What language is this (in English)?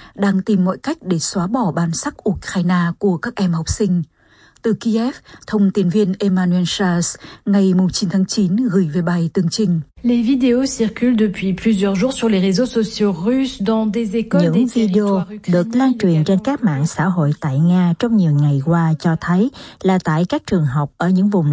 Vietnamese